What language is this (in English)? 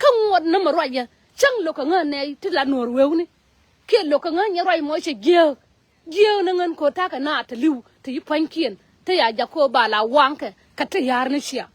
Nuer